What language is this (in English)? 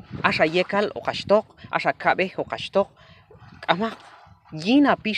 Q'anjob'al